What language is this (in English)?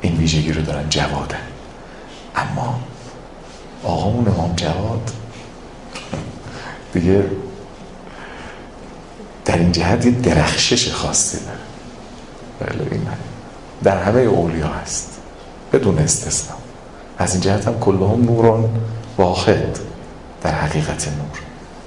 Persian